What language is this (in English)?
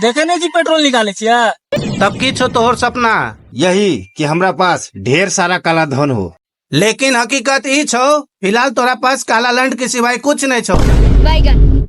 Maithili